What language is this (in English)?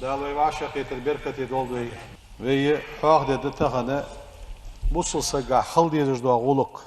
Ingush